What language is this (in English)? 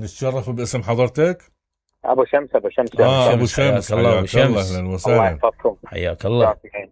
Mesopotamian Arabic